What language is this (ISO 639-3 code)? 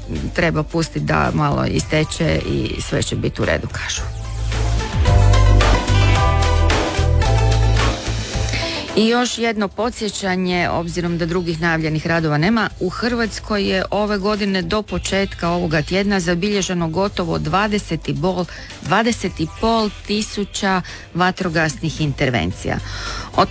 hrv